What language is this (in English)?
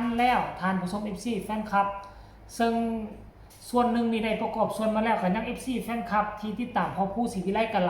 Northeastern Thai